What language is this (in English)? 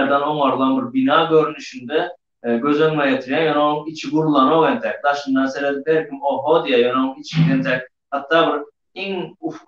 Turkmen